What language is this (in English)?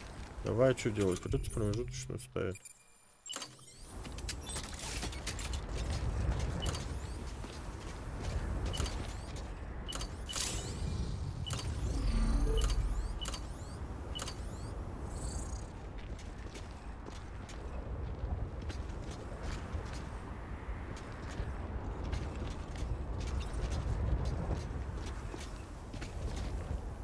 Russian